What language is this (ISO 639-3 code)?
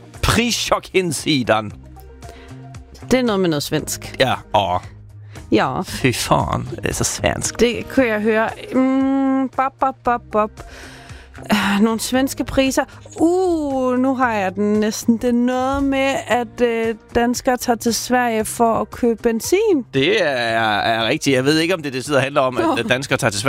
dan